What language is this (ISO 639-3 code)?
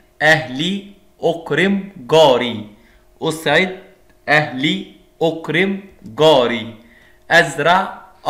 ara